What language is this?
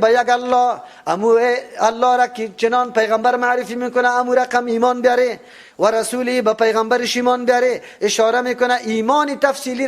Persian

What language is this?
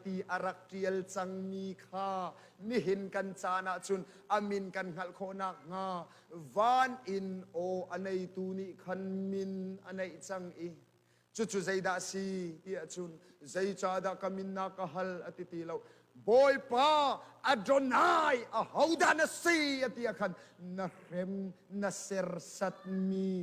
Hakha Chin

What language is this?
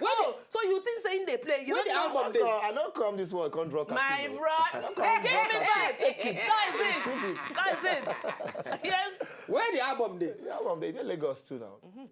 Nigerian Pidgin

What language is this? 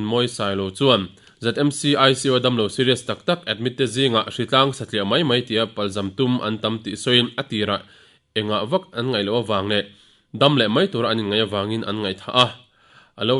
Mizo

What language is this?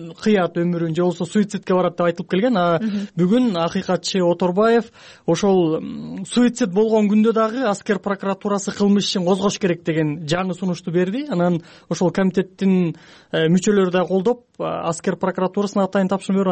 Kyrgyz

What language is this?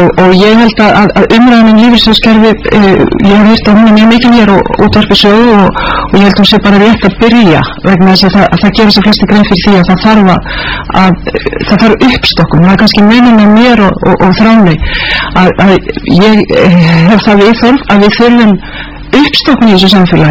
Icelandic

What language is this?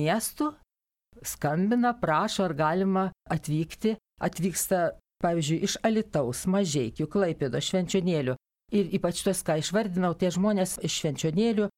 Lithuanian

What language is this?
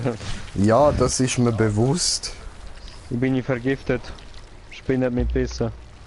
Swiss German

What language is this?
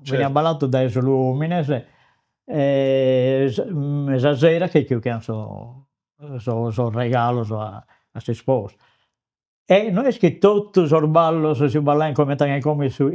Sardinian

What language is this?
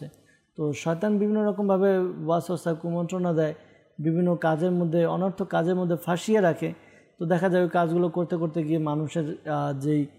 Bangla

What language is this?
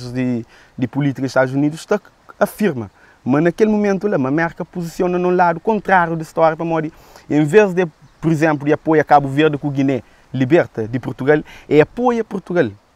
Kabuverdianu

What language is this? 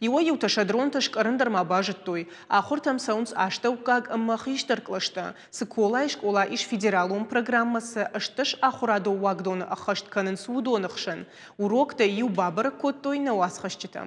Ossetic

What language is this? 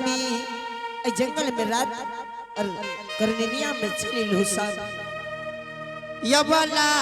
Angika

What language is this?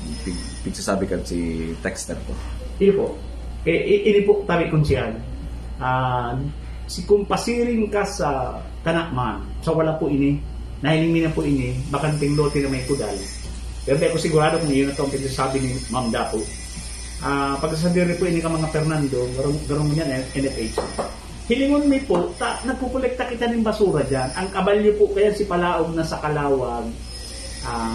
Bikol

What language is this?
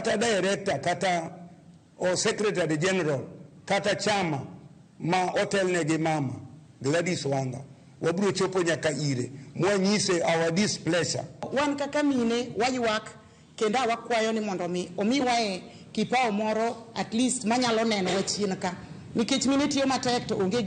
Luo (Kenya and Tanzania)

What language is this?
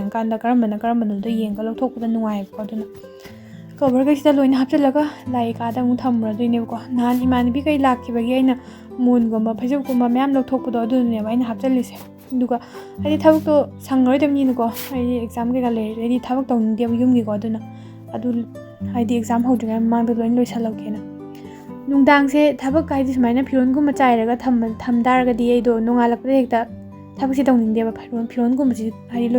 Manipuri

